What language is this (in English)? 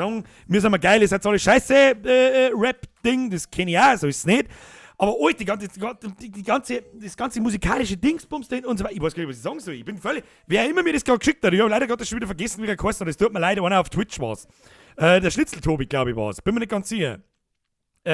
Bavarian